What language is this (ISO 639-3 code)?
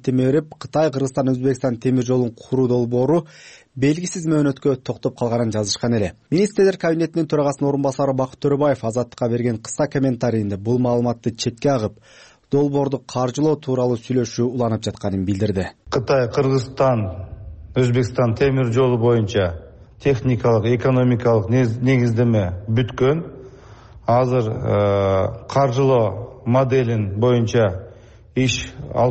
kir